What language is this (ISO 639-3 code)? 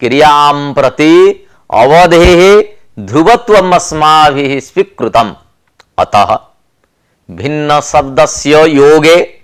san